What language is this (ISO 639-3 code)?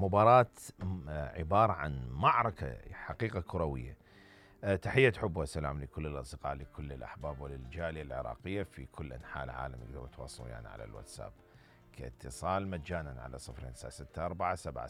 acm